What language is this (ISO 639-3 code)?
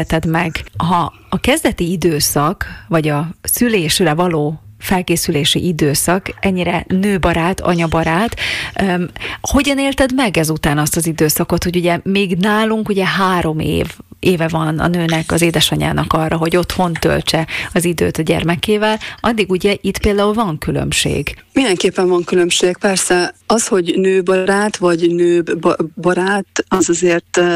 hun